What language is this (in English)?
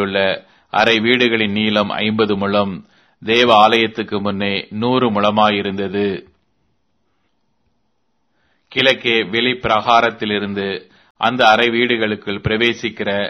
Tamil